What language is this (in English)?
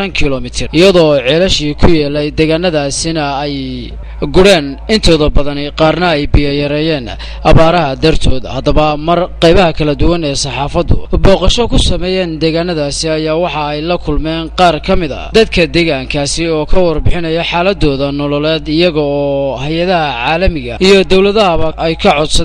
Somali